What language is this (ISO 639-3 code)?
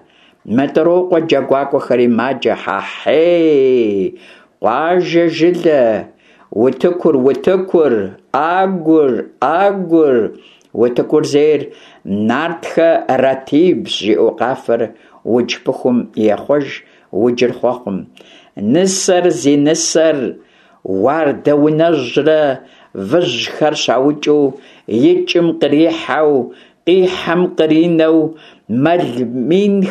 kbd